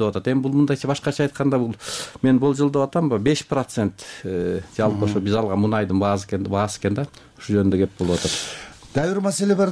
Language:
Kyrgyz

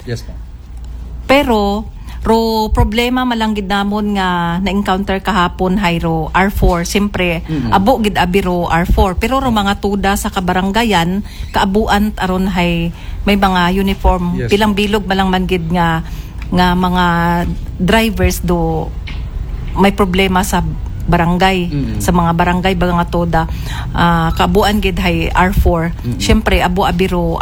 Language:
Aklanon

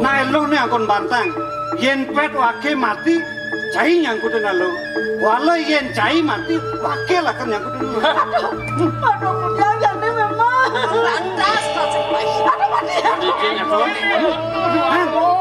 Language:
Balinese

